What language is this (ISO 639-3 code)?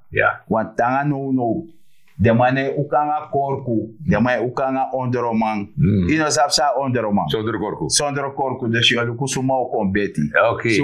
srn